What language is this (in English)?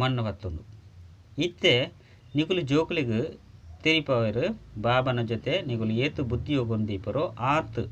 Tulu